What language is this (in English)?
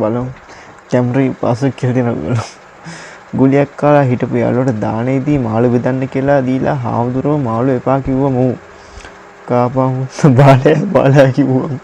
Sinhala